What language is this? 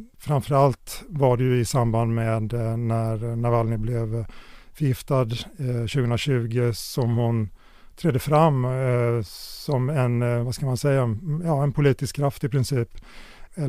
Swedish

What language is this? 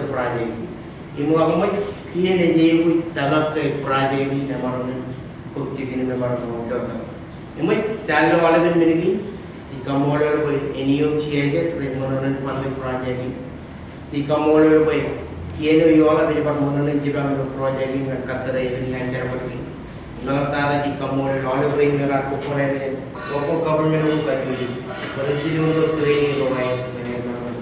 Marshallese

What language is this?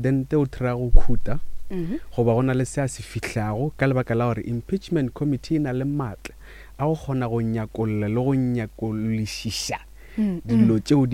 Northern Sotho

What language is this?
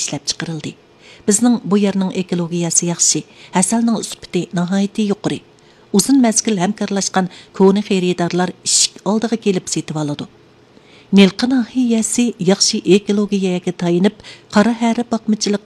Uyghur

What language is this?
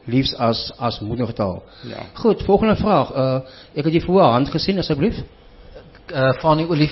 Afrikaans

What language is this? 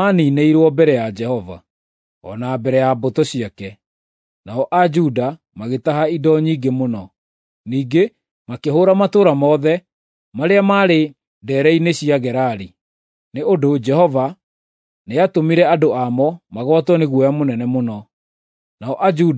Kikuyu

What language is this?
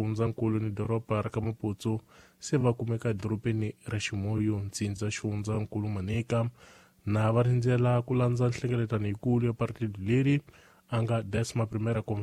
Tsonga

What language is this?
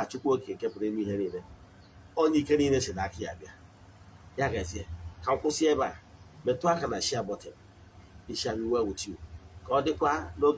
Igbo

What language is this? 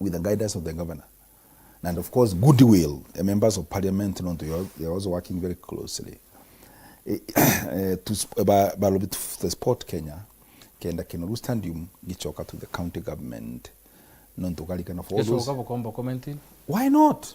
Meru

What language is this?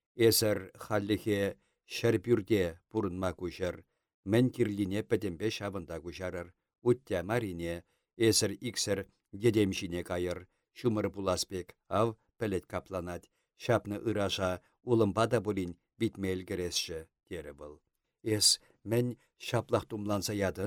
Chuvash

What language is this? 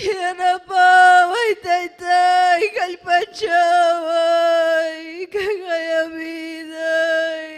Ayacucho Quechua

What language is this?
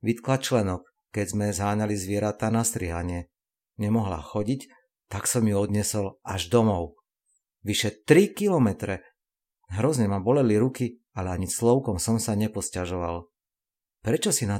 Slovak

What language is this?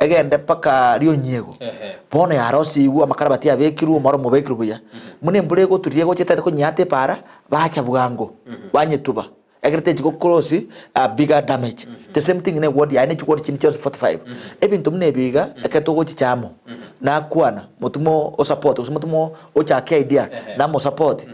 Gusii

